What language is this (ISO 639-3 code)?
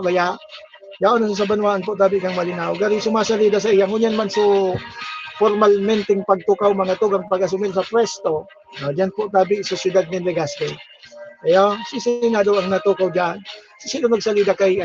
bik